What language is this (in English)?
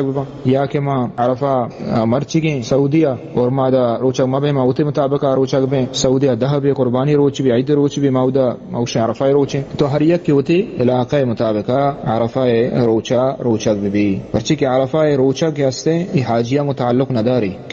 Baluchi